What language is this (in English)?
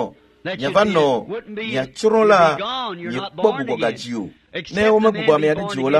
Ewe